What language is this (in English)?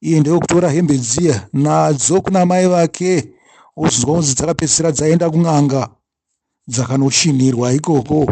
Shona